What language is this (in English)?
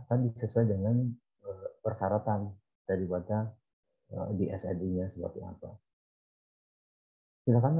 Indonesian